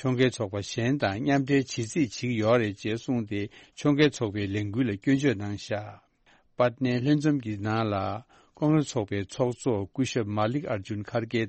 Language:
Tibetan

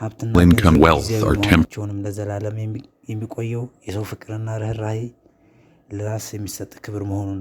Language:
Amharic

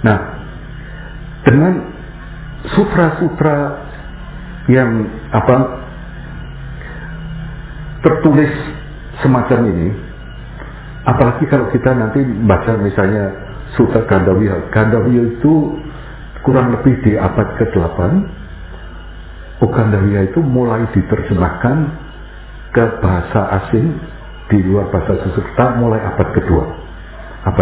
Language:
Indonesian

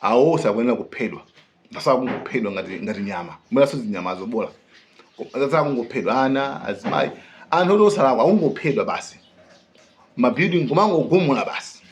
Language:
Nyanja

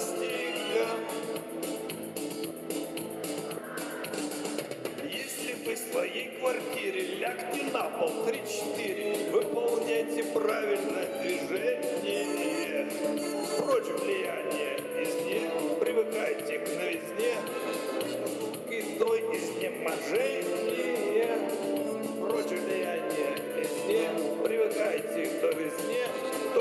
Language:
Russian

